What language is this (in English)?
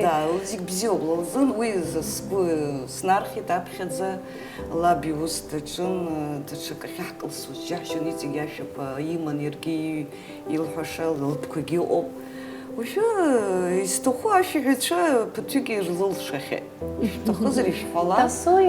Abkhazian